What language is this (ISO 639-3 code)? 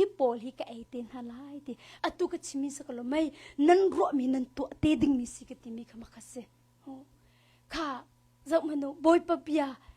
cnh